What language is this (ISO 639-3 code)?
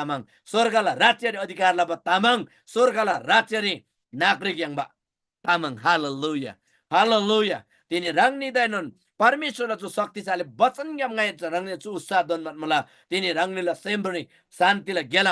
taj